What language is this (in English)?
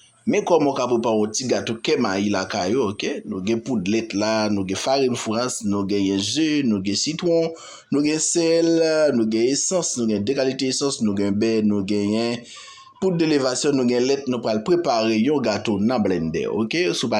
Haitian Creole